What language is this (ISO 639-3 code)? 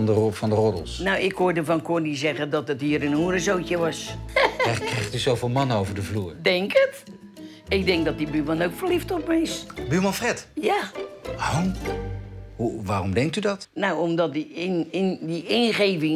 nld